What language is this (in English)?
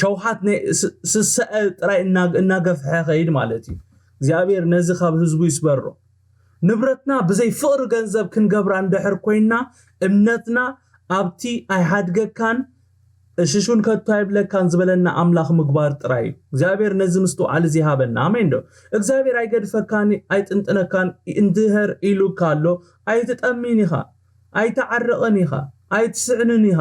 Tigrinya